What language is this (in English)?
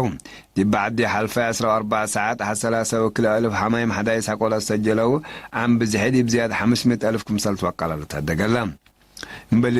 Tigre